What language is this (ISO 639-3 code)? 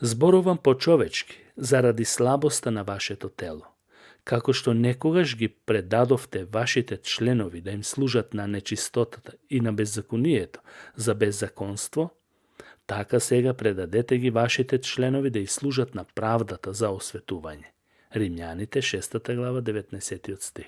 mkd